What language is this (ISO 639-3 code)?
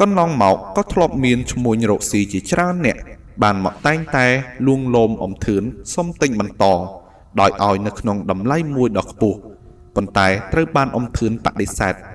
khm